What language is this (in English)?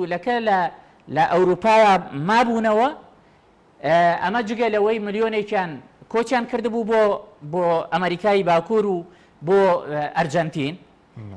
Central Kurdish